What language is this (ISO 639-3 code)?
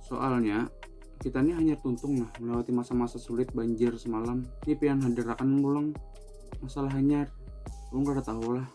bjn